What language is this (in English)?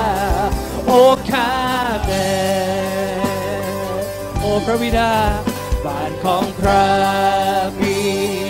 Thai